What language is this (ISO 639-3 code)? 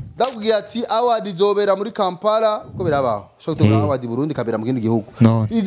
run